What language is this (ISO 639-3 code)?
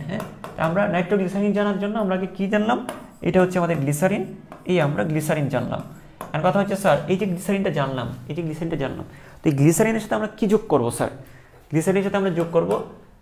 ben